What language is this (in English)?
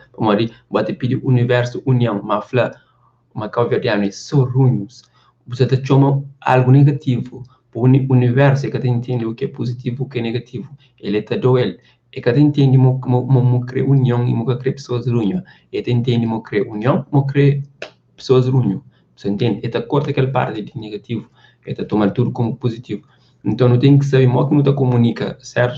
Kabuverdianu